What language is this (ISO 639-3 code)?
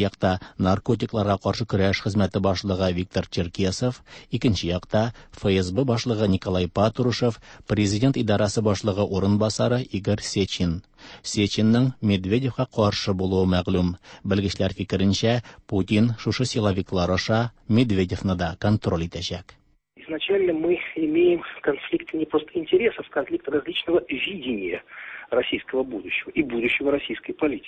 tat